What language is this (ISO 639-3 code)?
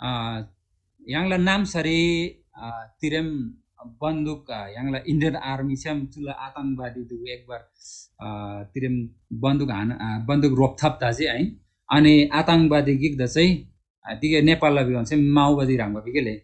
taj